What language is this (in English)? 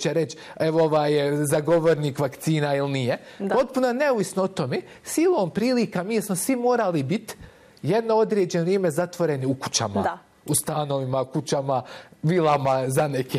Bosnian